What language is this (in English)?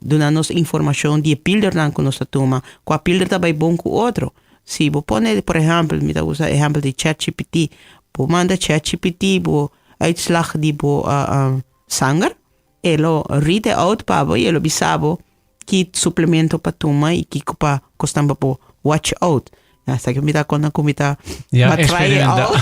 Papiamento